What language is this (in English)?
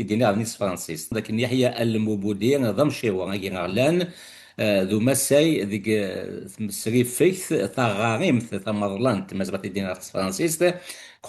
Kabyle